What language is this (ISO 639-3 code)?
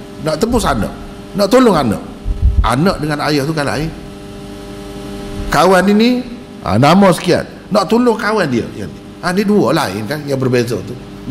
msa